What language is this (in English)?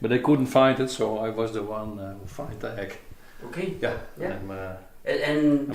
Western Frisian